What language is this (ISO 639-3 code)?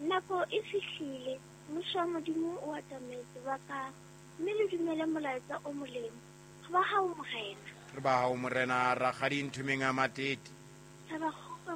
sot